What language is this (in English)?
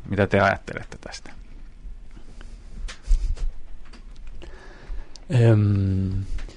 Finnish